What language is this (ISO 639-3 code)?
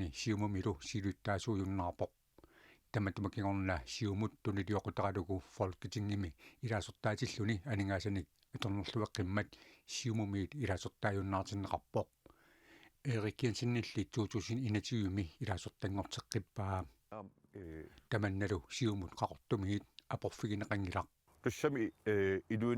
kal